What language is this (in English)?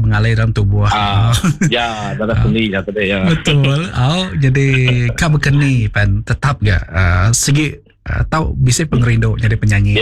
Iban